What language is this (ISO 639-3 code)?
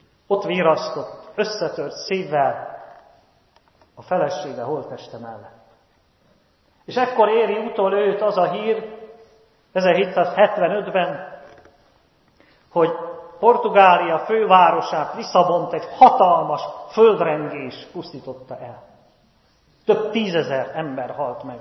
hun